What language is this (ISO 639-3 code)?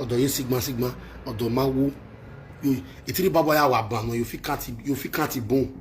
pcm